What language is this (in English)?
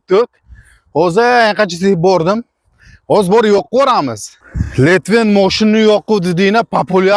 Uzbek